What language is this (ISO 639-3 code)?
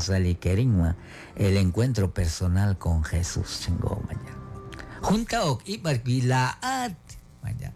kek